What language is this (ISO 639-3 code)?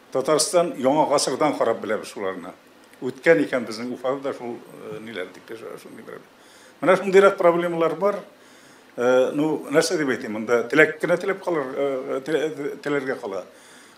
tat